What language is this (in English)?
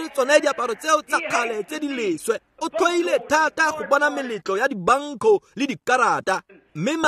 Tswana